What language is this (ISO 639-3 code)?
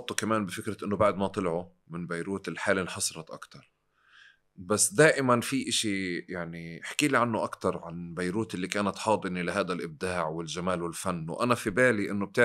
apc